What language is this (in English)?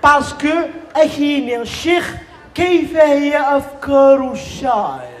Kabyle